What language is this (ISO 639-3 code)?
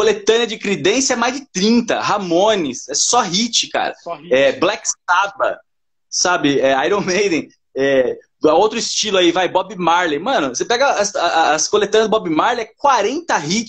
por